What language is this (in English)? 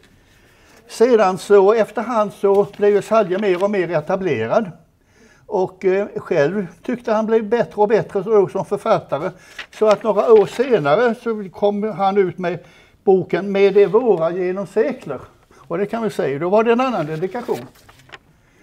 Swedish